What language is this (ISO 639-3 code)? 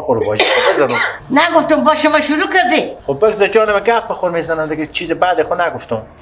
fas